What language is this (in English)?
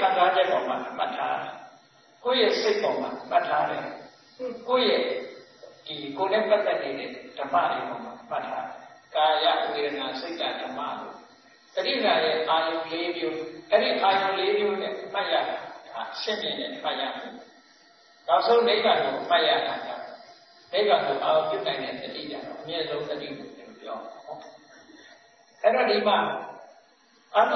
Burmese